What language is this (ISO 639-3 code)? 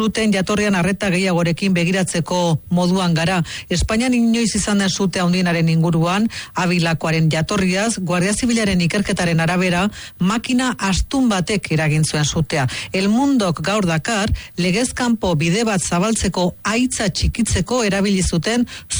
eus